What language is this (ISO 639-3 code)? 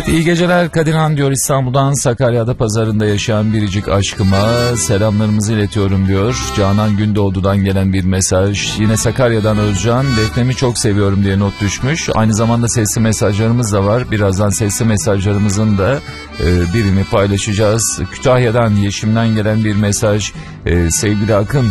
tur